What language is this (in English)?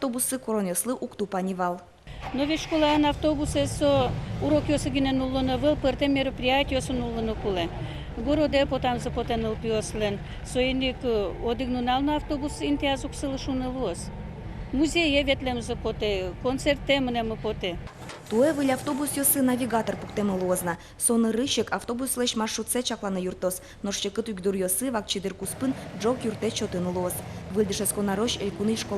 Udmurt